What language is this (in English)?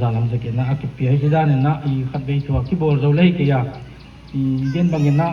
Paite Chin